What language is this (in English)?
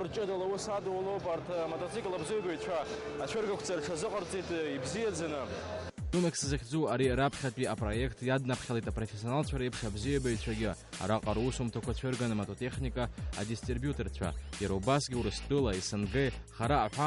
Abkhazian